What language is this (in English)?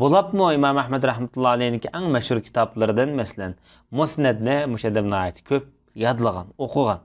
Uyghur